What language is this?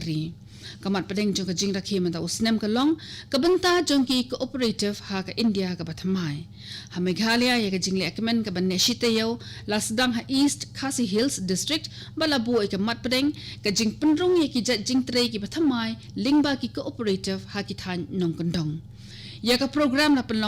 Khasi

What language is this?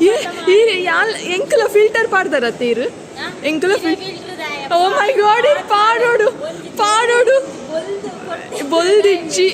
Tulu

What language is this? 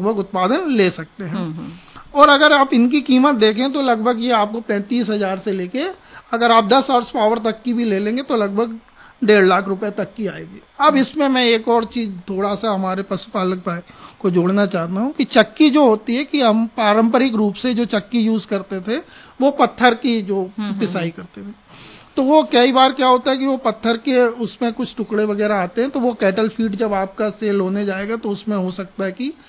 Hindi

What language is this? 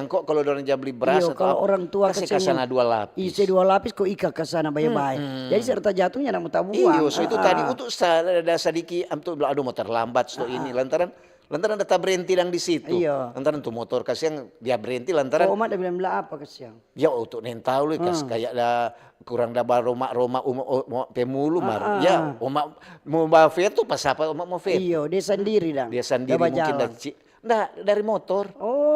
Manado Malay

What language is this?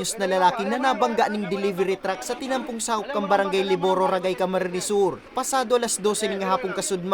Bikol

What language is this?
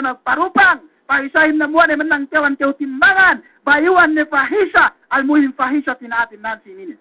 Yakan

